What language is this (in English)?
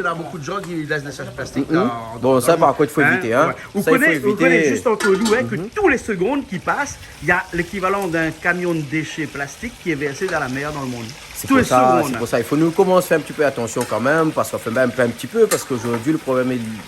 Réunion Creole French